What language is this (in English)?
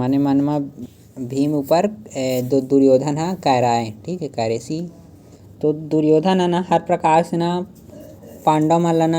Chhattisgarhi